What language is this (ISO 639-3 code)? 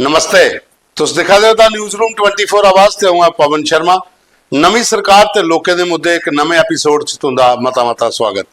doi